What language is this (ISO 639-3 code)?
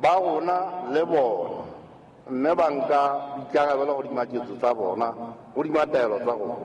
sot